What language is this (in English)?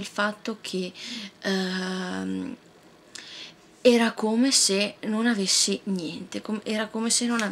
Italian